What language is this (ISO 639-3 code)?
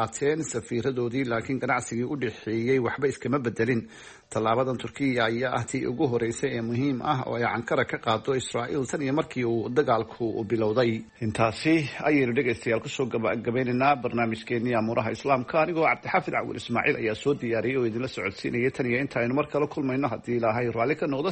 som